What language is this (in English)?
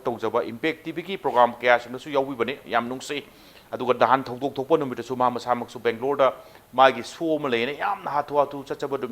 Manipuri